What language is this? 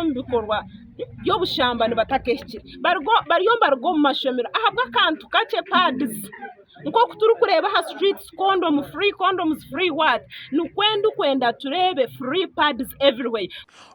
Nyankole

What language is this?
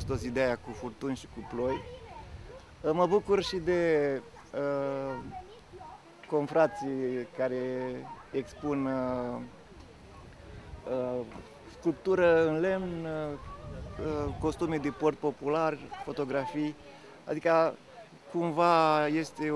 Romanian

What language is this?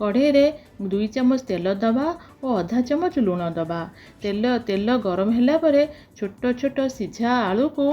Odia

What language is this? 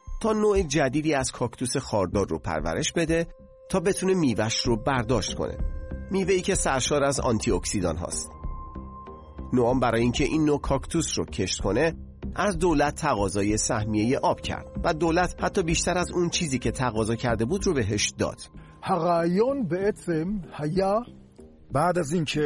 Persian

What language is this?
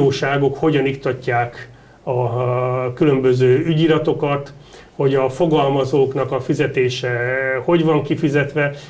Hungarian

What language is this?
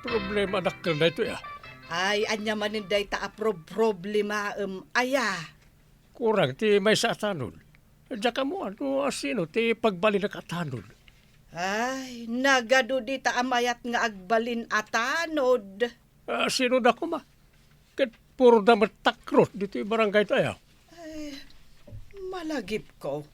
Iloko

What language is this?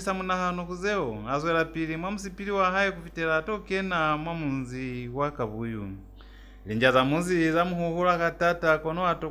Lozi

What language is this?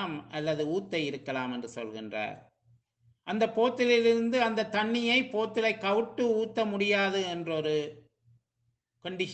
Tamil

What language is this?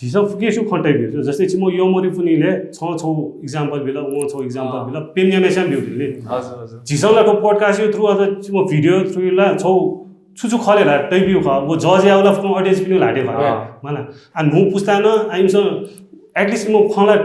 Newari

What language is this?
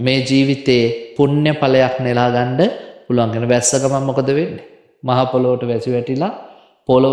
Sinhala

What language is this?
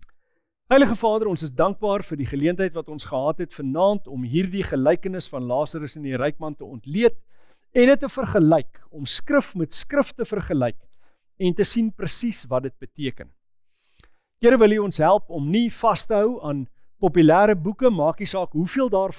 Afrikaans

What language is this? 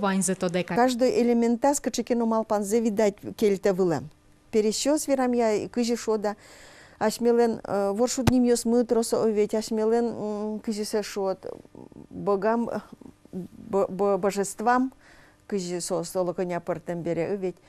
Udmurt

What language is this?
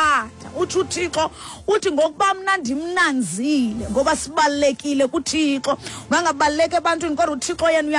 Xhosa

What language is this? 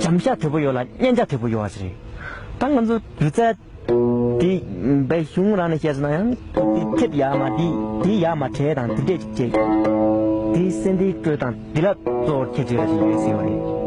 Tibetan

